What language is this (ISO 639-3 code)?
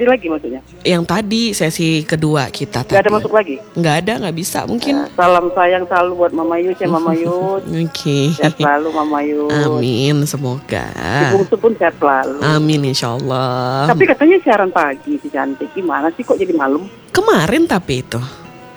ind